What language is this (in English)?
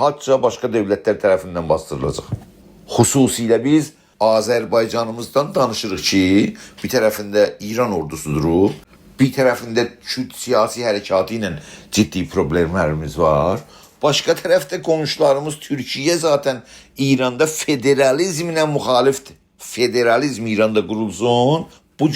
South Azerbaijani